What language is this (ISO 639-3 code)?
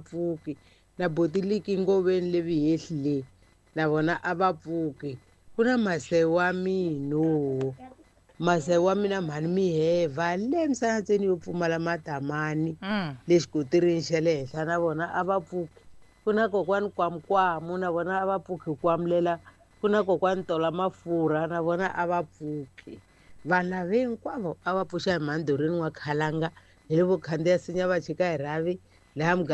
tso